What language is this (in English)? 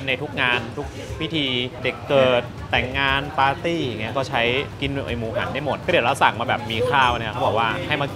Thai